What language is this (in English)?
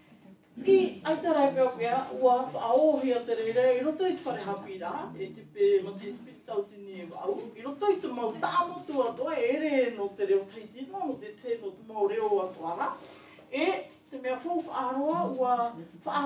Tahitian